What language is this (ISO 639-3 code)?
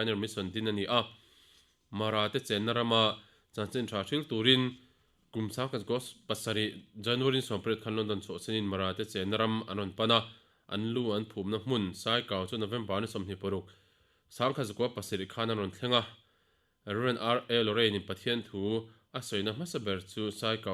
lus